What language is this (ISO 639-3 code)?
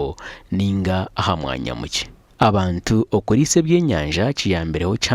nyn